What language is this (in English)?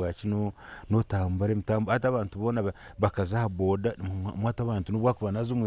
Nyankole